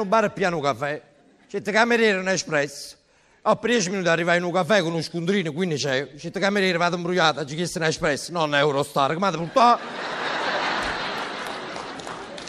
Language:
Italian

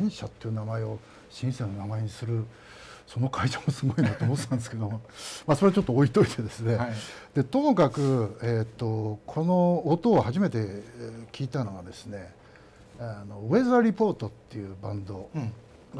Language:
Japanese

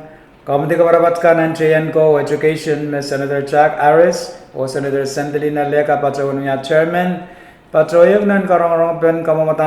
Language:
Pohnpeian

